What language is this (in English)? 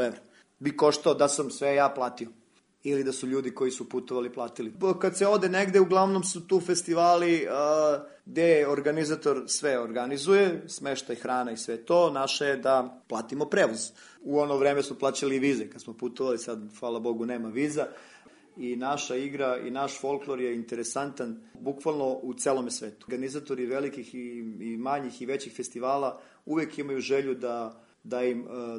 Serbian